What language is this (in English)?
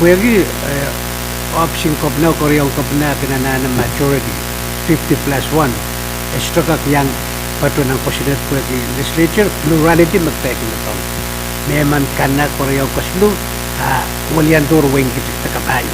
Pohnpeian